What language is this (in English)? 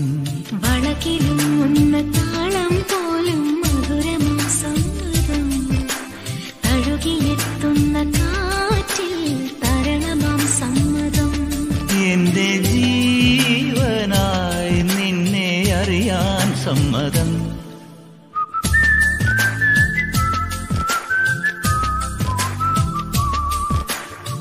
Malayalam